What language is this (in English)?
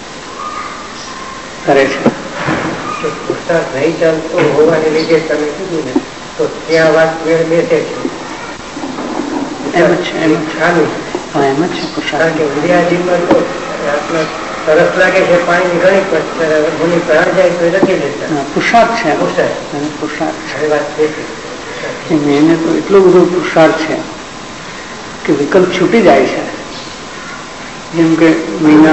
Gujarati